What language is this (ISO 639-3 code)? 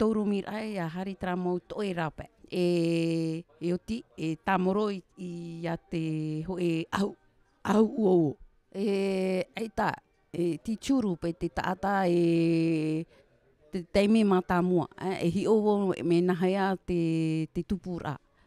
tah